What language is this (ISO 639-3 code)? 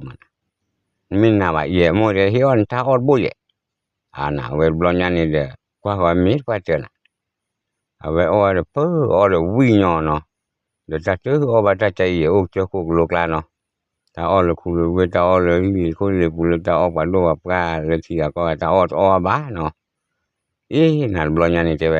ksw